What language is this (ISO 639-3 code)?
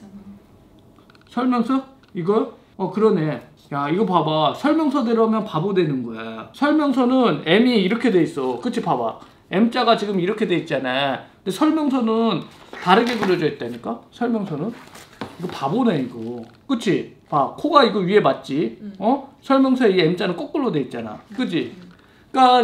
kor